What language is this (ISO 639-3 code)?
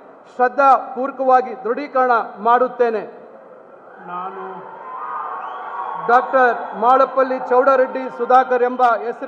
kan